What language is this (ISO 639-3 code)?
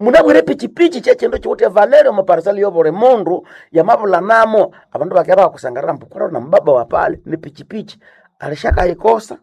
nnb